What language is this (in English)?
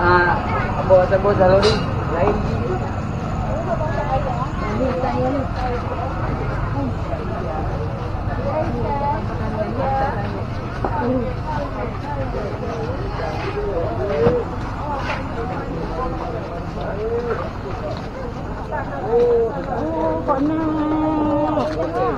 Malay